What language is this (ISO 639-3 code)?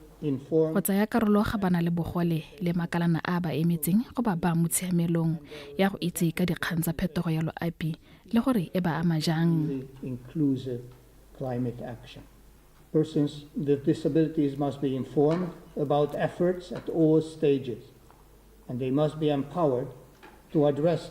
tsn